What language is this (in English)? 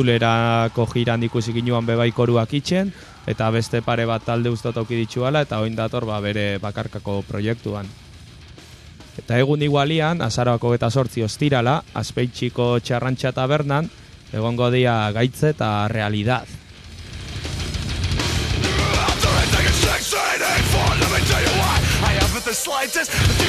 Basque